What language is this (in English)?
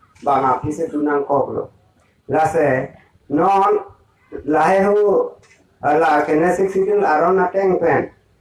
Karbi